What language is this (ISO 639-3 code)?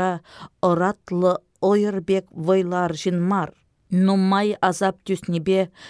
chv